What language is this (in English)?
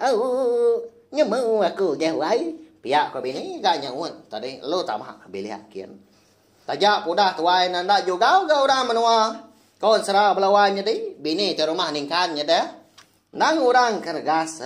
Iban